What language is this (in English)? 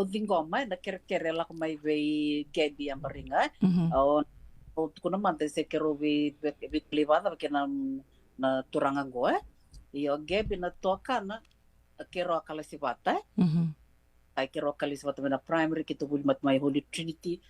Fijian